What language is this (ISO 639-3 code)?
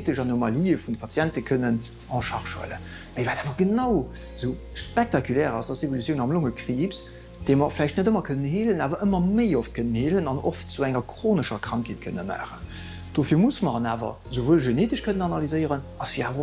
ltz